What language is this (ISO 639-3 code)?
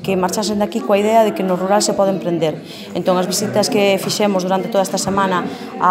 glg